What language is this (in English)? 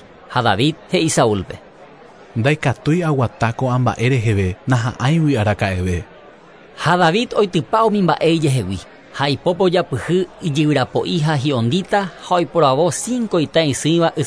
Guarani